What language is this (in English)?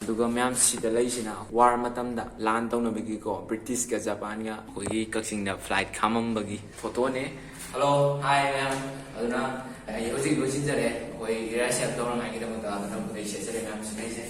Manipuri